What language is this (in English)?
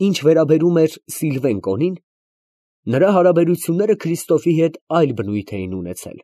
Armenian